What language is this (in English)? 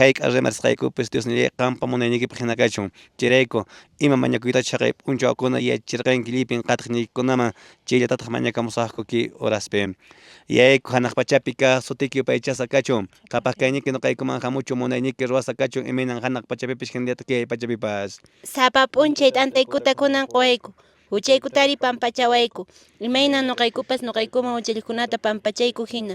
Quechua